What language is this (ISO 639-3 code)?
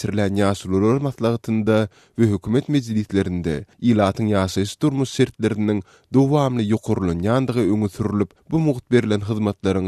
tuk